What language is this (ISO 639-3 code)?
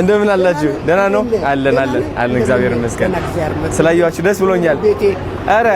amh